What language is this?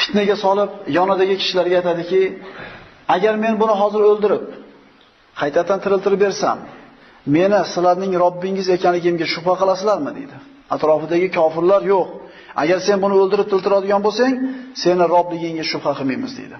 Uzbek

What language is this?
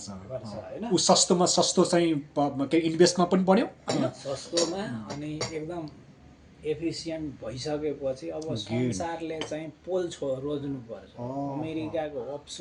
Nepali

